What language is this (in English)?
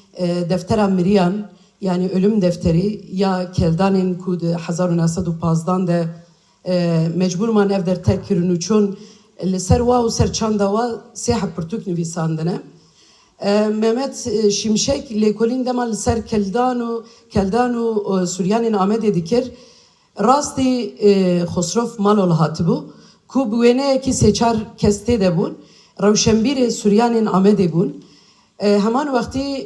Kurdish